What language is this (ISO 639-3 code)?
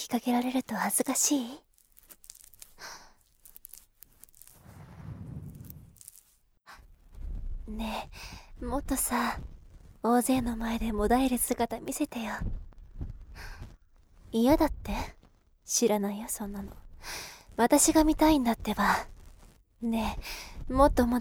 jpn